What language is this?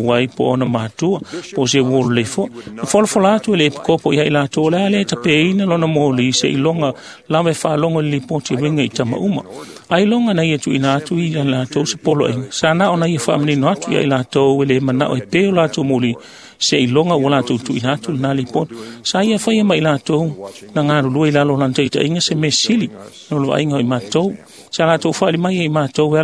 Samoan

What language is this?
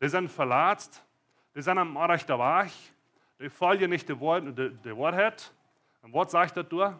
Plautdietsch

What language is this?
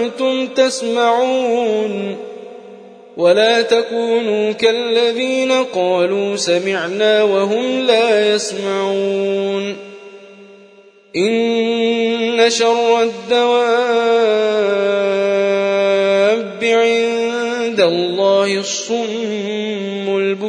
Arabic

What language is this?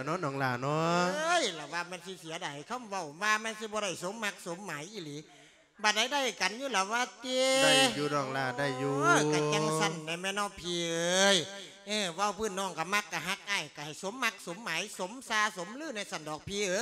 Lao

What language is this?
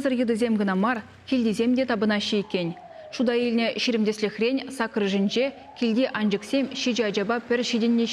Chuvash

